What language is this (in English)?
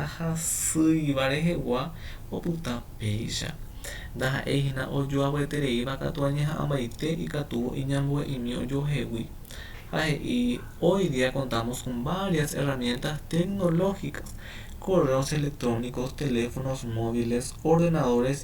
Guarani